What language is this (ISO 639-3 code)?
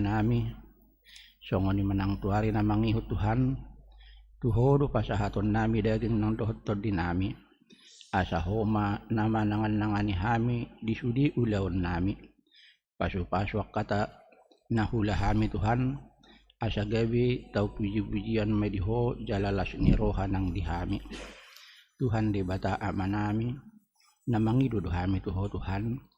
bbc